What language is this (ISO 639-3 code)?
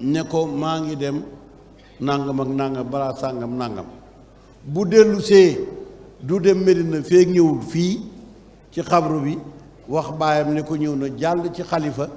wol